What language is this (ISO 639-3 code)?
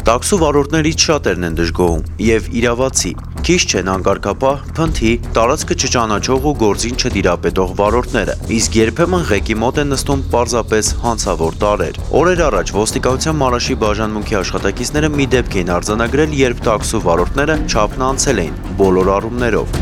hye